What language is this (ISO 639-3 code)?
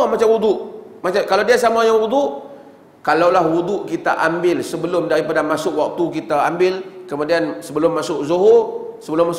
msa